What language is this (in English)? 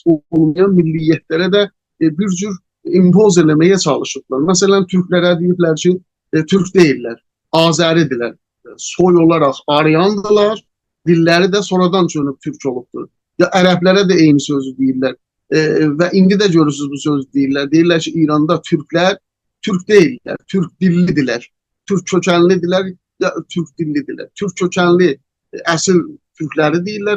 South Azerbaijani